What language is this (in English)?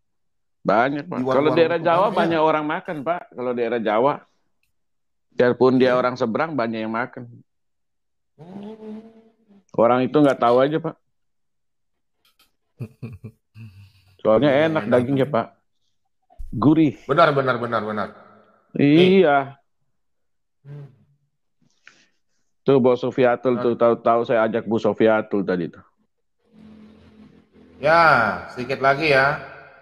Indonesian